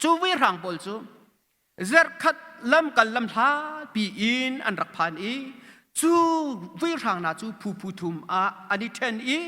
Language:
Hakha Chin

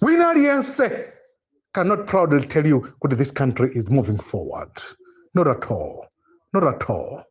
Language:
Nyanja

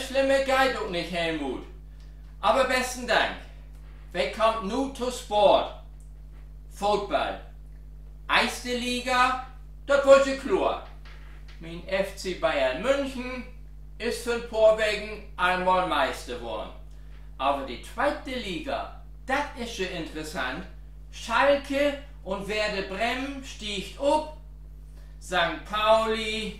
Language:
Low German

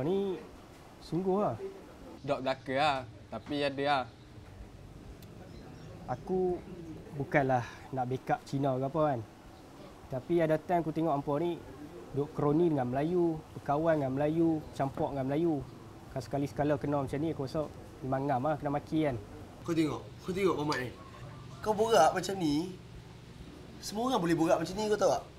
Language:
Malay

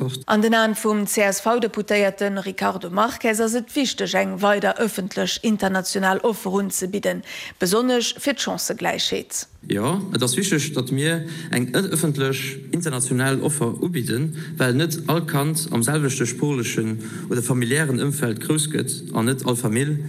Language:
Luxembourgish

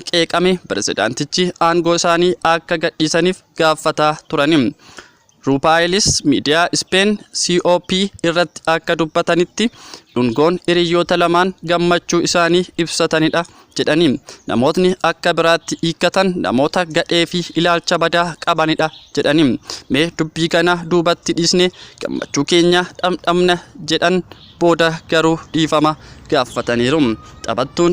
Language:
Oromo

